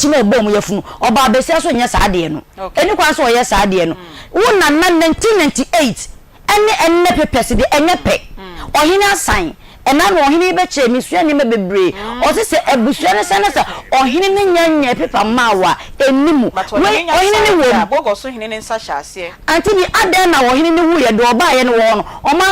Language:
Akan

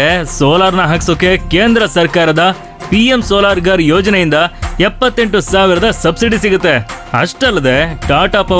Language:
Kannada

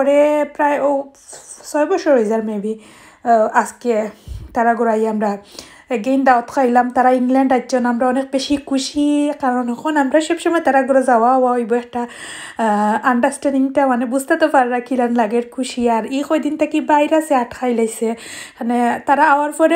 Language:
Sylheti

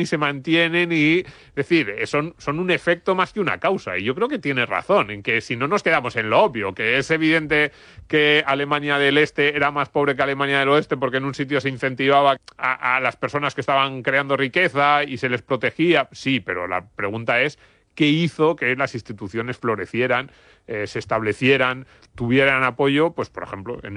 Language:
Spanish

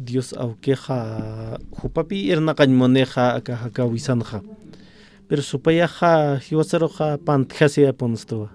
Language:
Aymara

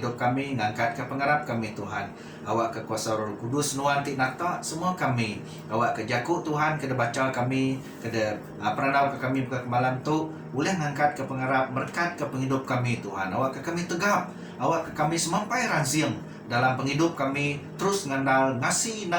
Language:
Iban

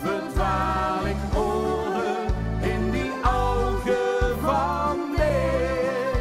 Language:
Limburgish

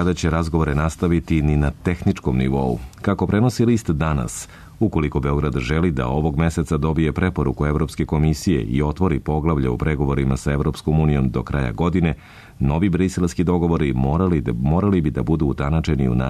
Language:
Serbian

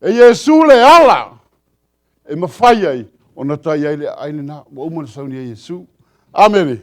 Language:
Samoan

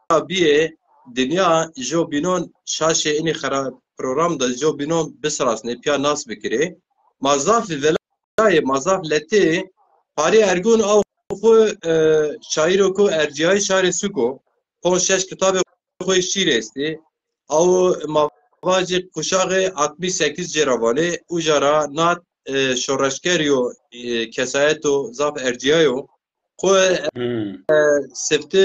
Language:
Zaza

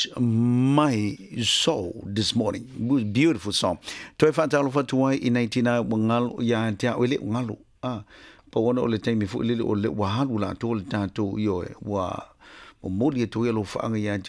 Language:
Samoan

